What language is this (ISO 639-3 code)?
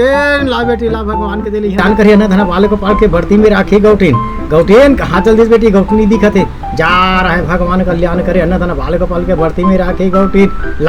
hne